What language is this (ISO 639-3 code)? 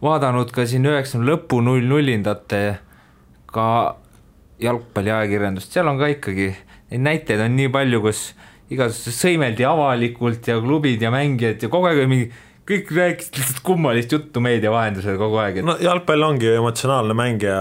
est